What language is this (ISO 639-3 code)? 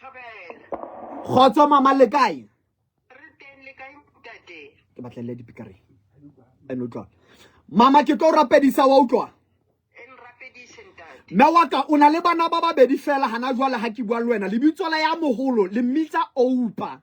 sot